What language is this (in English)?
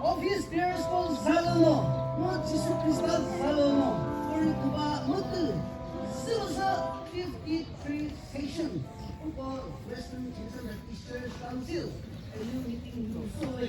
Chokri Naga